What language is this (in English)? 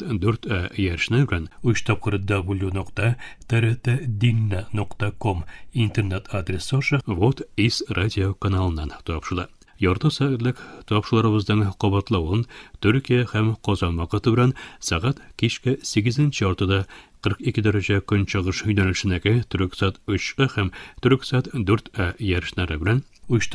Tatar